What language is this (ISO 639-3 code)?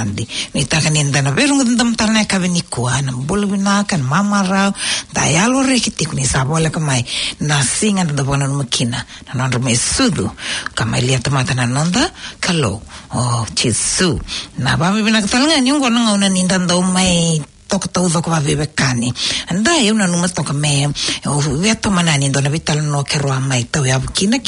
fij